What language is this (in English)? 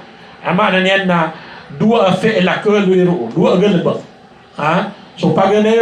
Maranao